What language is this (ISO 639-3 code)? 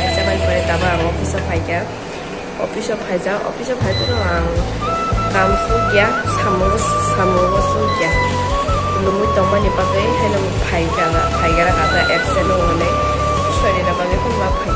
trp